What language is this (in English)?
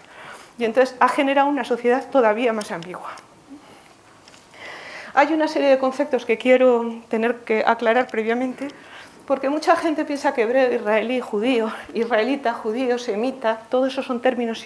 Spanish